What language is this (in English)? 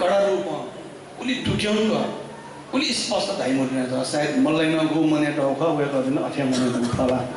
Newari